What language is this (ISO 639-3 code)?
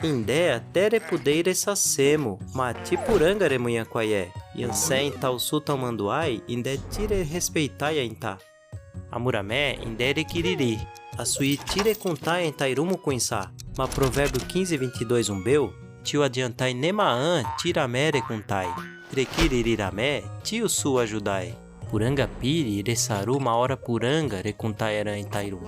yrl